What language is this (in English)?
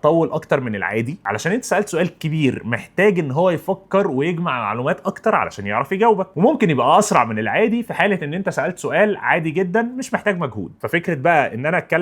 Egyptian Arabic